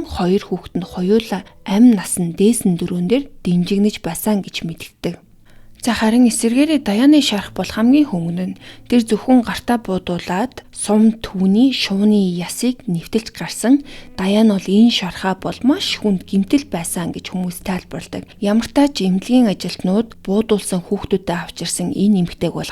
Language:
Mongolian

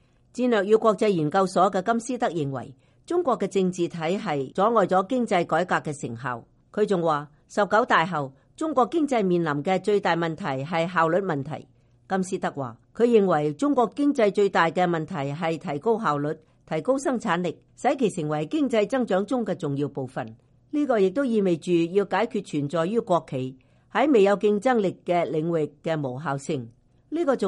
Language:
Cantonese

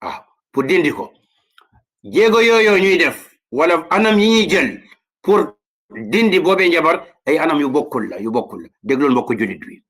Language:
Wolof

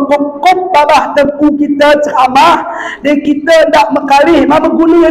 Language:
Batak Alas-Kluet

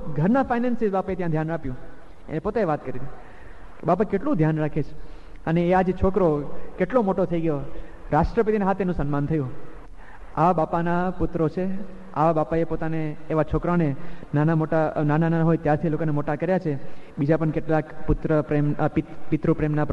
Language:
Gujarati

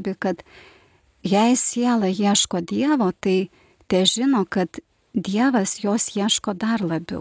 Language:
Lithuanian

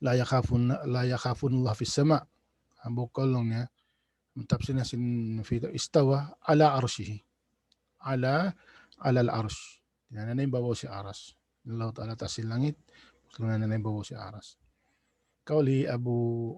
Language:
Tausug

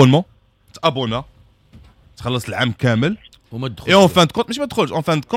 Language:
Moroccan Arabic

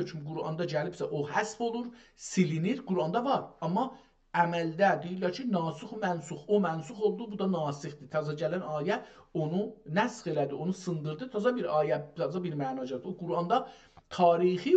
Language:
South Azerbaijani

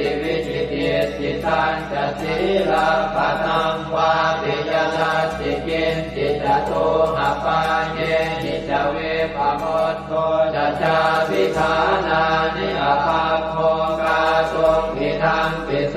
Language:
Pali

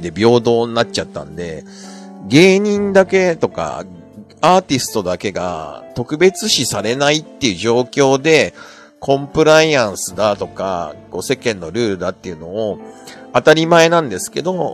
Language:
Japanese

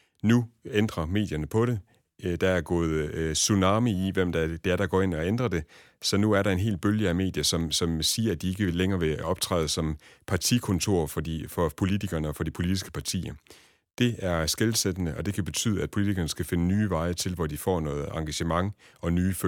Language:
Danish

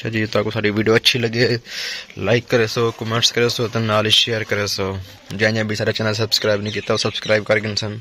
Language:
Saraiki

